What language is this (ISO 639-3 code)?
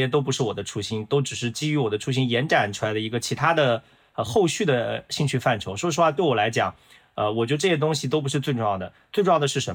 zho